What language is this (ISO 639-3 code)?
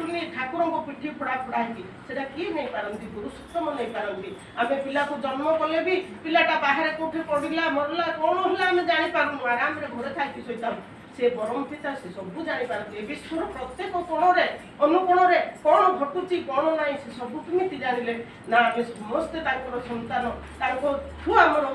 ori